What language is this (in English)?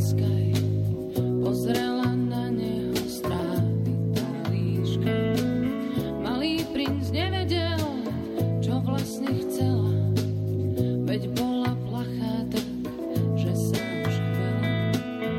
Slovak